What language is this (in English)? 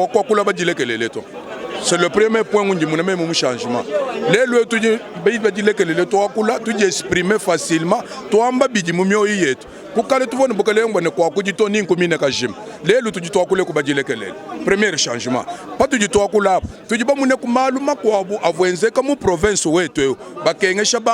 Luba-Lulua